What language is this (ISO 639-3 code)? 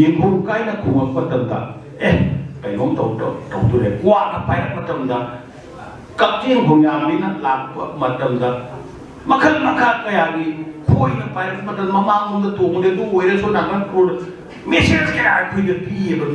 mni